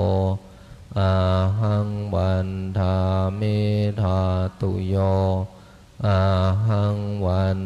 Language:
Pali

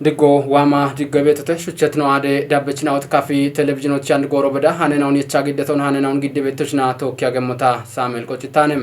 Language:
Kafa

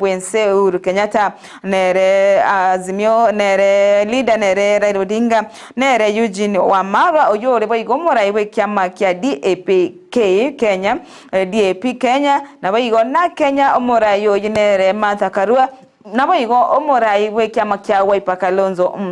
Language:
Gusii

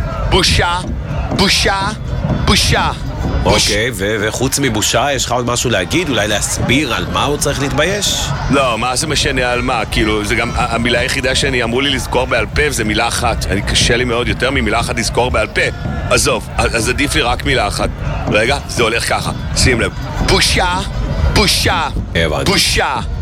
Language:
Hebrew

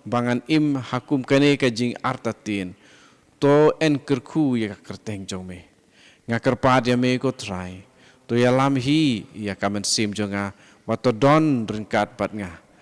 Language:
Khasi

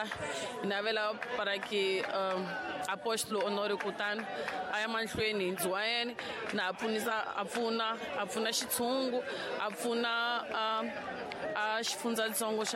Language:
Tsonga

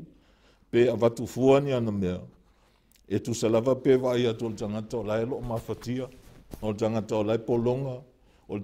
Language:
Samoan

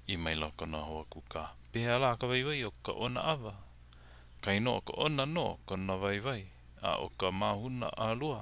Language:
Hawaiian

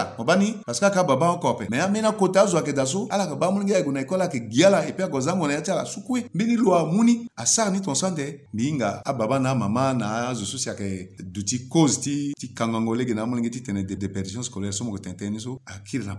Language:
Sango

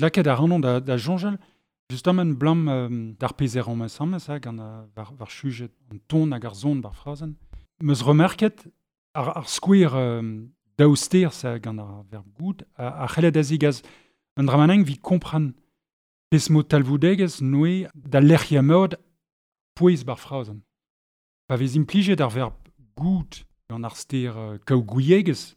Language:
Breton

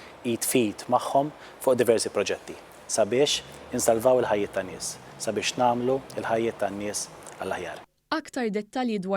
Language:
Maltese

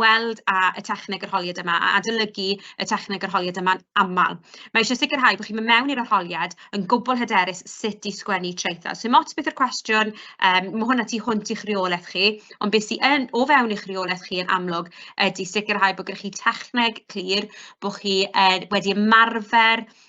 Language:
Welsh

